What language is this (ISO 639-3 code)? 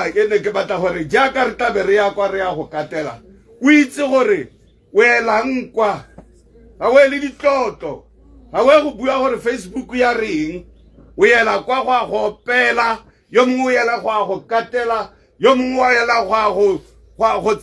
tsn